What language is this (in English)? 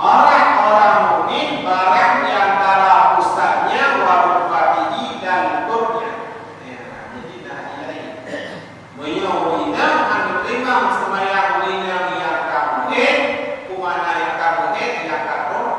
Achinese